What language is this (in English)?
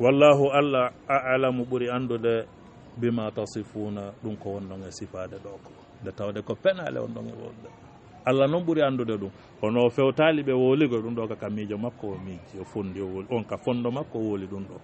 Fula